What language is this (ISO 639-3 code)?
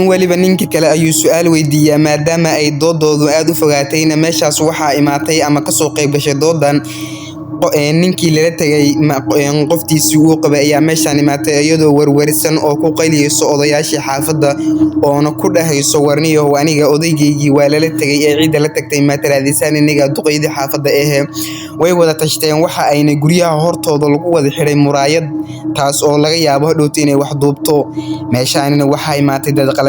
som